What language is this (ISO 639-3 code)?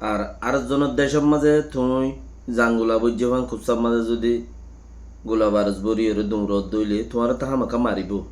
rhg